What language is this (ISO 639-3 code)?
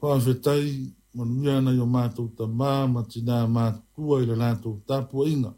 smo